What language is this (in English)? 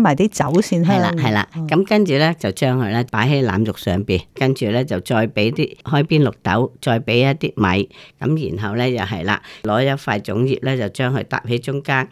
Cantonese